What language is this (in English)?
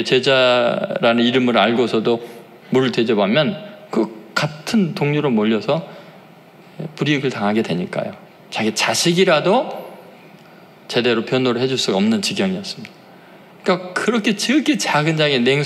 Korean